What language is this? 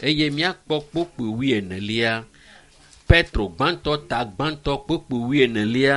Ewe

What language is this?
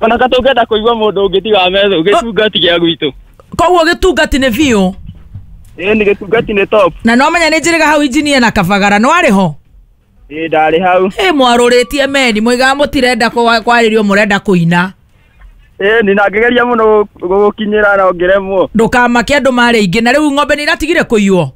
Kikuyu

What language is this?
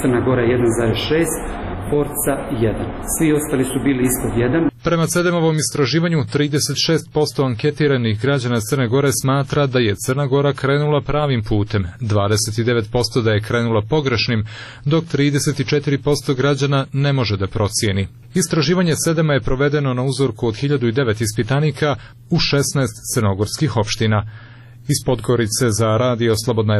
Serbian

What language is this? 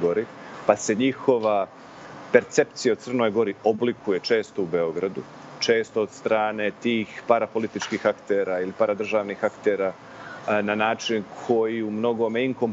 Serbian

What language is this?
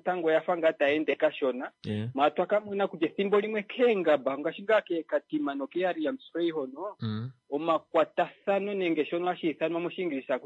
Kuanyama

